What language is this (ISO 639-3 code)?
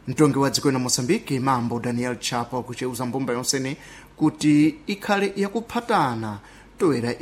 seh